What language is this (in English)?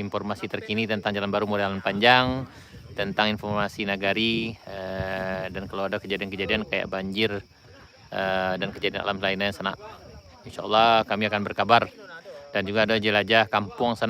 Minangkabau